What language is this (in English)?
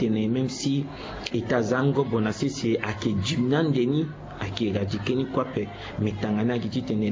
Sango